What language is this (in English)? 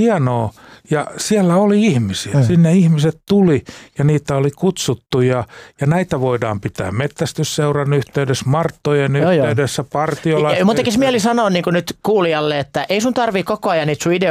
Finnish